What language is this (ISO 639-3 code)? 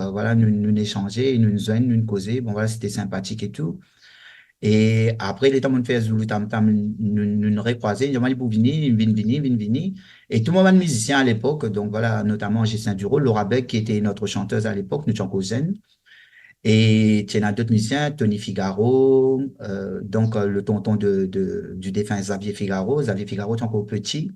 mfe